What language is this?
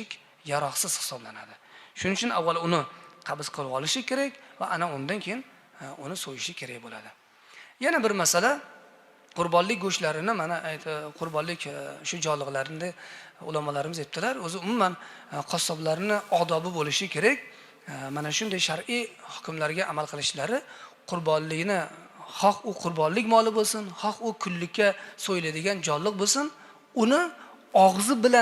Uzbek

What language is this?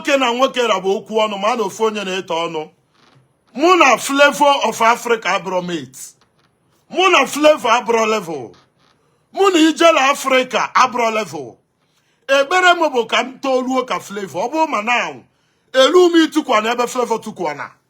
Igbo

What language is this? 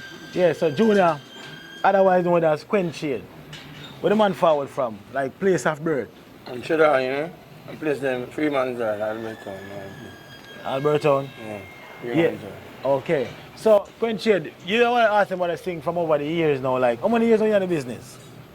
Jamaican Creole English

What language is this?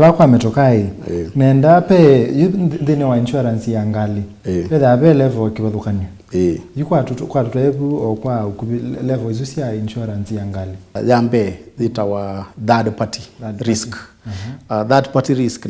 Kamba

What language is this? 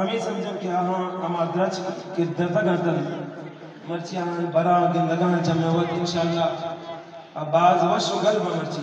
Eastern Balochi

